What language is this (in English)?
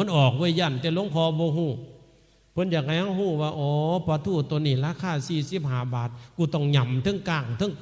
Northeastern Thai